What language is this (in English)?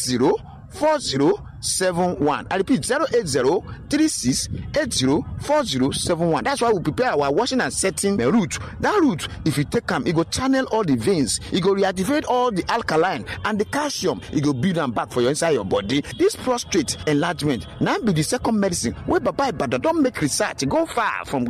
Nigerian Pidgin